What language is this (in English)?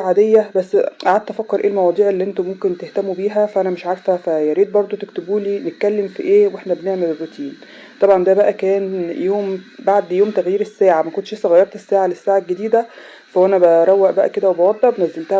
Egyptian Arabic